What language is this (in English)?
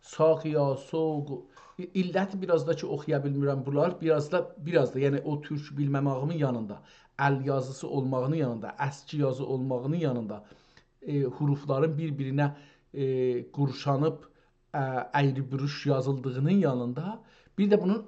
South Azerbaijani